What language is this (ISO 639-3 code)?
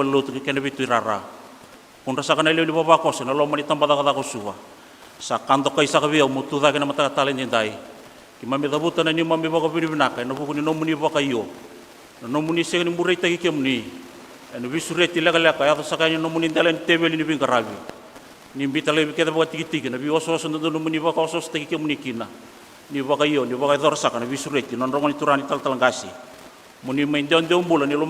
fij